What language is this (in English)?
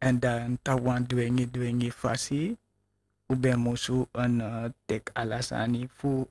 Sranan Tongo